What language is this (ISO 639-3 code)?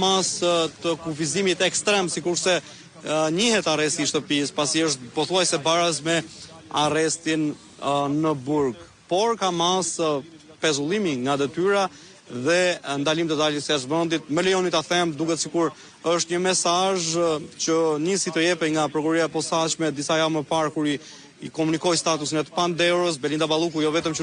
sqi